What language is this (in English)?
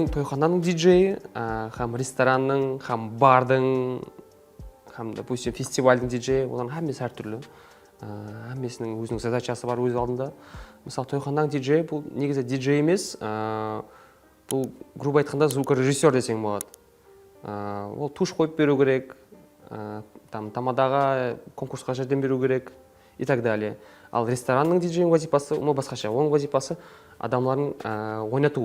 Kara-Kalpak